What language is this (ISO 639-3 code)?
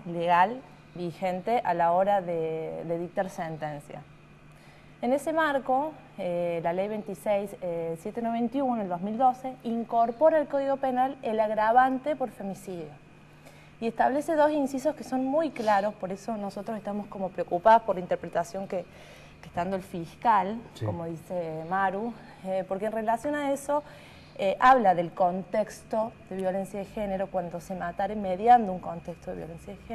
spa